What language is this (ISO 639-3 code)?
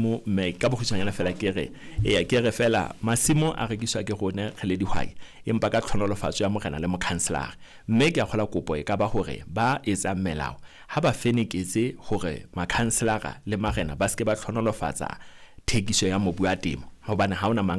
sot